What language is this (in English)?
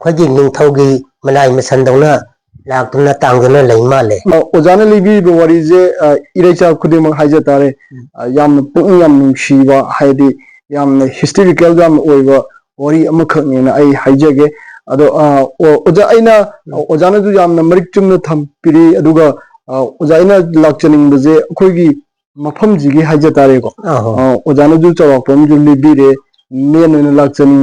Manipuri